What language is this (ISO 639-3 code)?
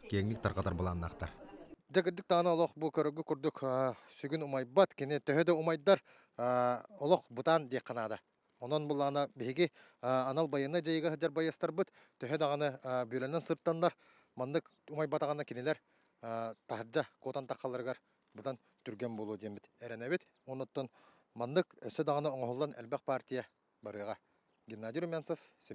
sah